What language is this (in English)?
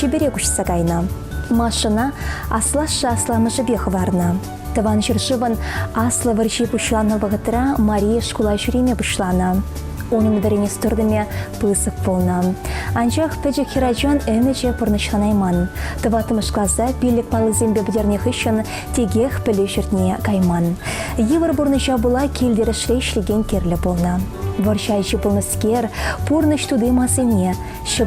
Chuvash